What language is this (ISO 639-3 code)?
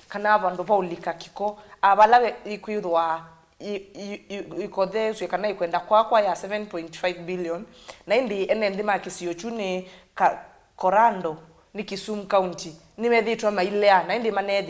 kam